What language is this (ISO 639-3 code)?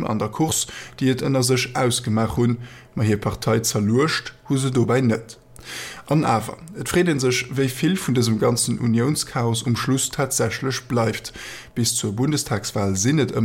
ltz